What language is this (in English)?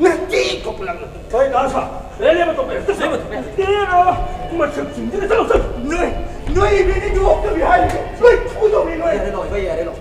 Manipuri